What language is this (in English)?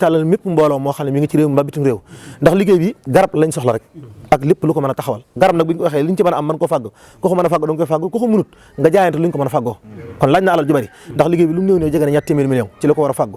Wolof